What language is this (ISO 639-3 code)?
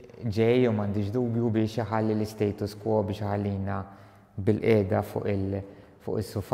mlt